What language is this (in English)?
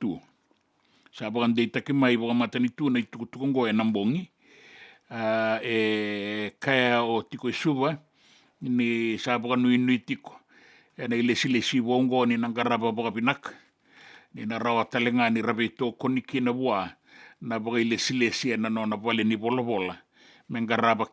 Fijian